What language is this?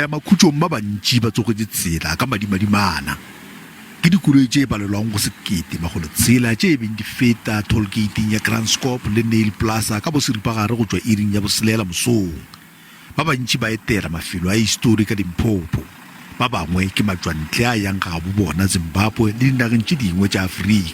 Northern Sotho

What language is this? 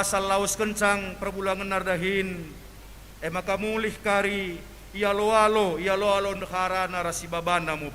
Batak Karo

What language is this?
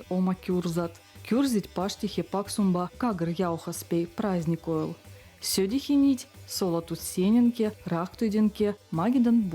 Veps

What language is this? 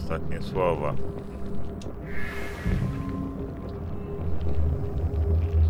Polish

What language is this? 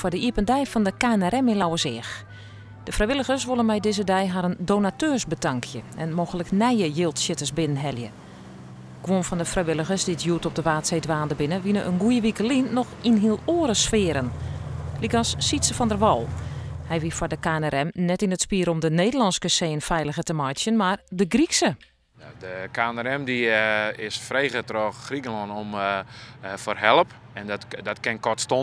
Western Frisian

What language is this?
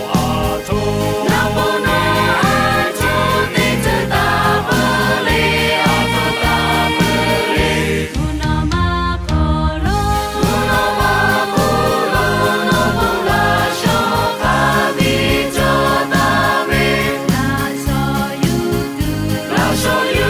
Lahu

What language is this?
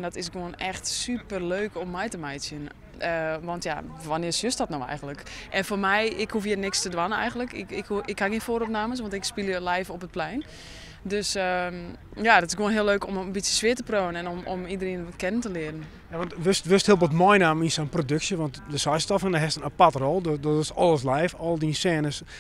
Western Frisian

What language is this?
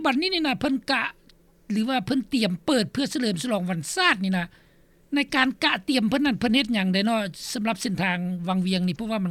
Lao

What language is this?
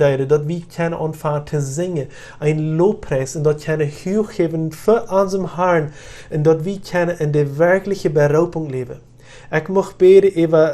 Plautdietsch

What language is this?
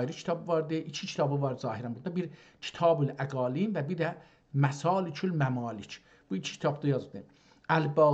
South Azerbaijani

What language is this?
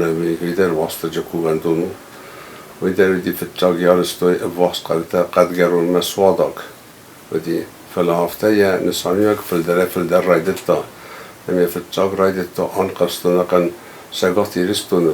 Ossetic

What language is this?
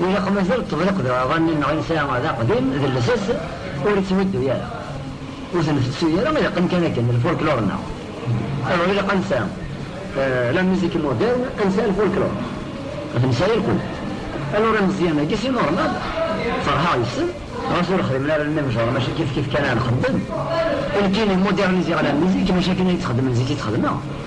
Kabyle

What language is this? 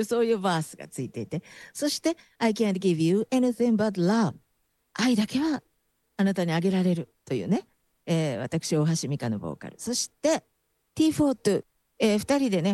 Japanese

